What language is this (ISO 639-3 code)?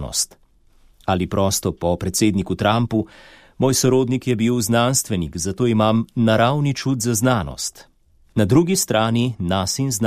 slv